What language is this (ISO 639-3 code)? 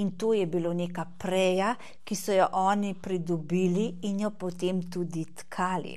slv